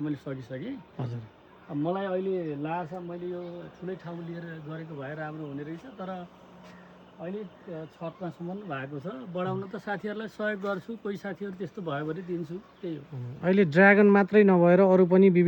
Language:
Nepali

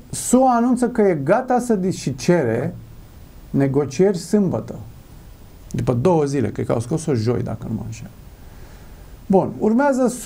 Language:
Romanian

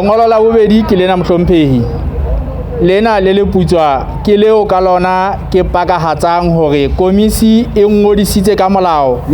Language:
Southern Sotho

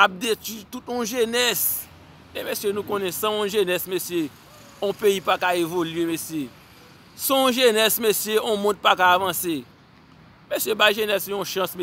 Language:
Haitian Creole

